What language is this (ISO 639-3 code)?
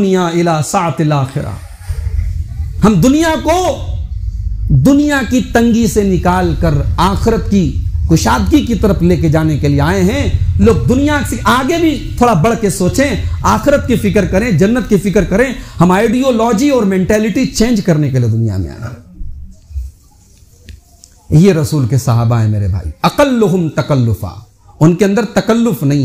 urd